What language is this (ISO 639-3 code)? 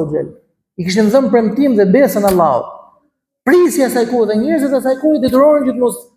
sqi